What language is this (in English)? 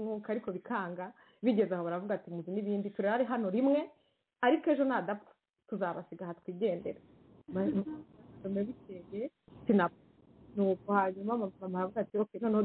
Kinyarwanda